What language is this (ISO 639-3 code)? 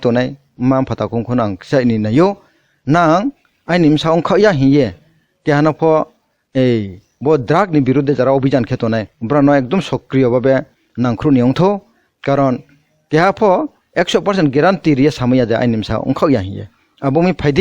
trp